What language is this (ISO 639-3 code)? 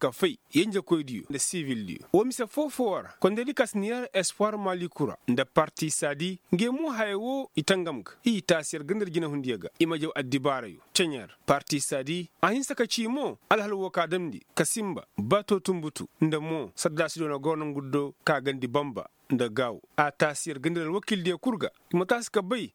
ses